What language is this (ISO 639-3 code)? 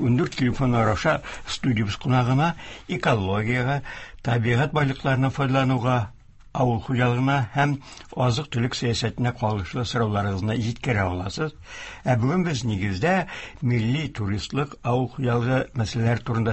tat